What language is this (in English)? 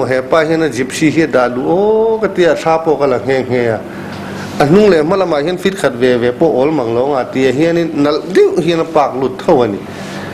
Mizo